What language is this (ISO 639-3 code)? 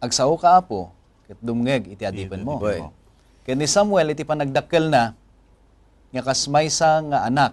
ilo